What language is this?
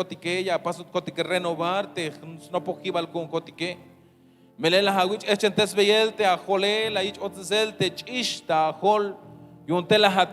Tzeltal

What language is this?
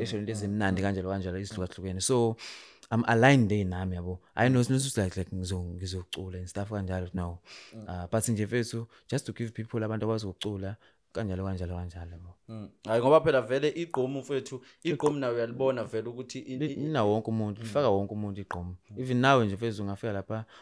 Zulu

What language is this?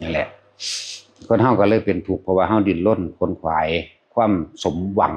Northeastern Thai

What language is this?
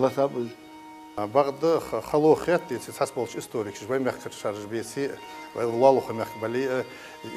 Ingush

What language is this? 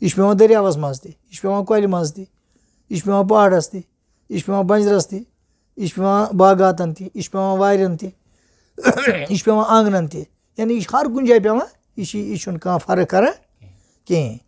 Kashmiri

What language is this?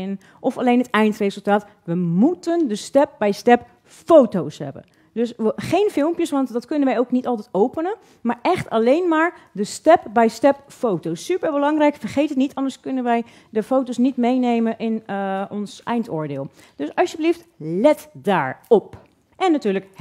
Dutch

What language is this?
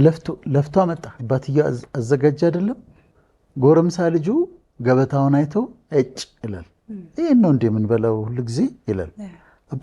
Amharic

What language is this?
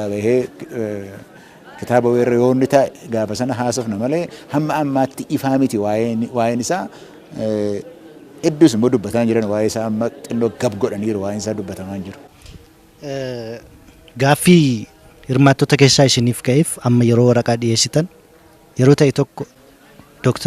Oromo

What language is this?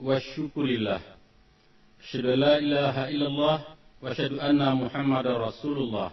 Minangkabau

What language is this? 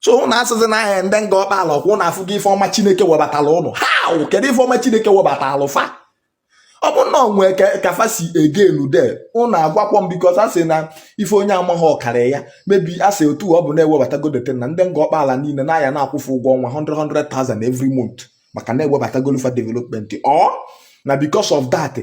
Igbo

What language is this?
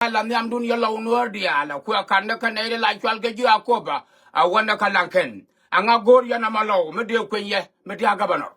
Nuer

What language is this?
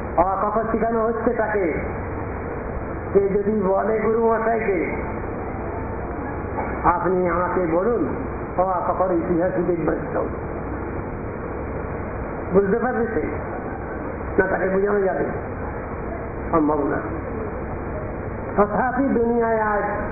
Bangla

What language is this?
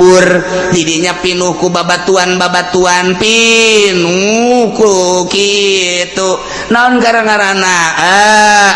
Sundanese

